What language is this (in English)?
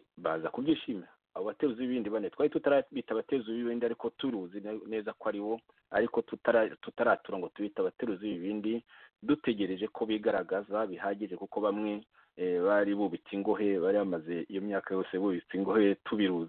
Kinyarwanda